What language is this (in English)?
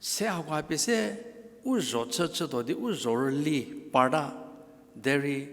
Angami Naga